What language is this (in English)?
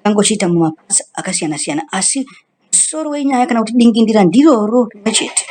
Shona